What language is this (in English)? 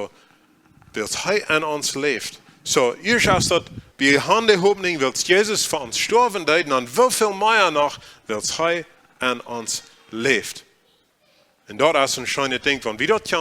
Plautdietsch